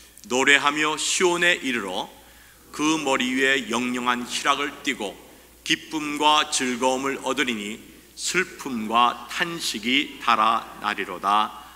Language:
Korean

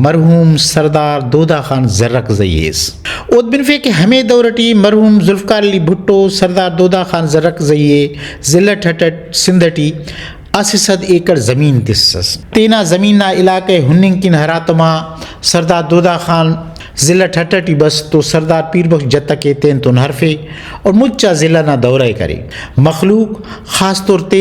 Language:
Brahui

